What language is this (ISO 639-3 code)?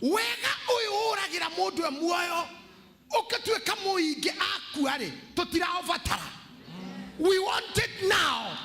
kik